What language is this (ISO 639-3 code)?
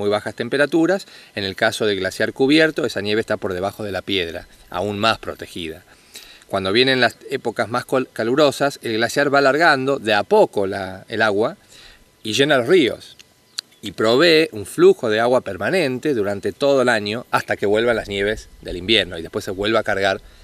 spa